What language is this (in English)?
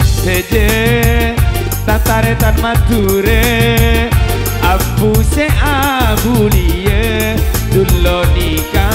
Madurese